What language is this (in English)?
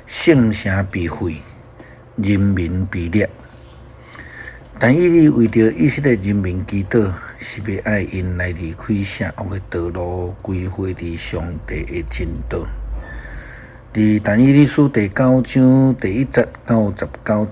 Min Nan Chinese